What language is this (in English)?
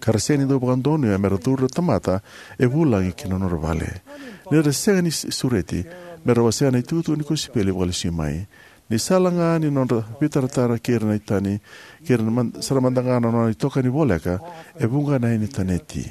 Fijian